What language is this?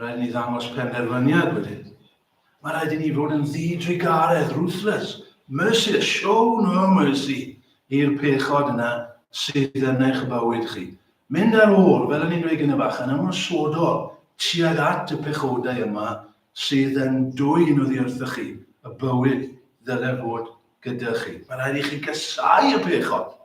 Welsh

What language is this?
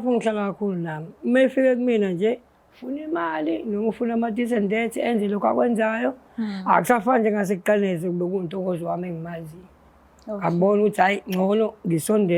Zulu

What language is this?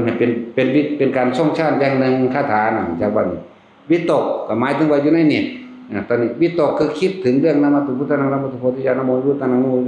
Northeastern Thai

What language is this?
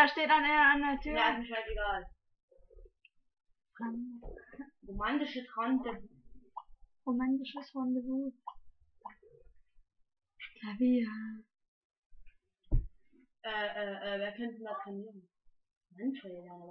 German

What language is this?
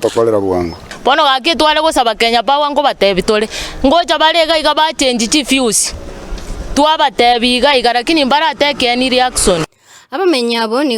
Gusii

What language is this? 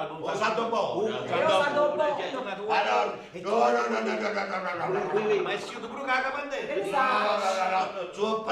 Neapolitan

